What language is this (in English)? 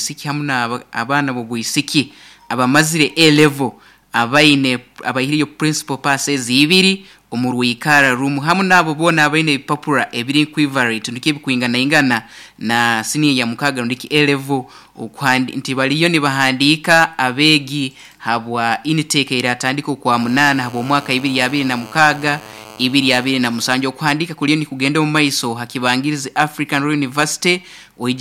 Nyoro